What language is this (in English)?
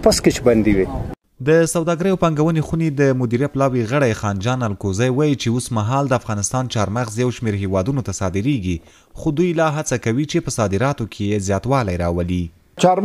Pashto